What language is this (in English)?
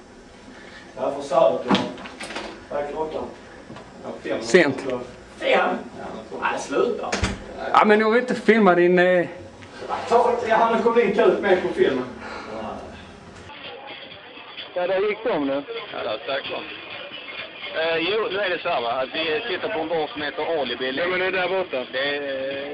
Swedish